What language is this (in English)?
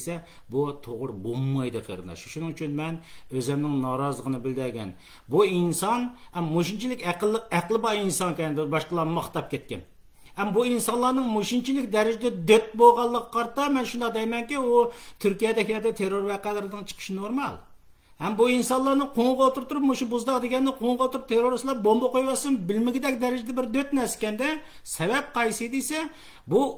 Uyghur